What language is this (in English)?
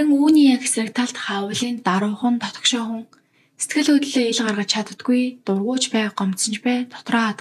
Mongolian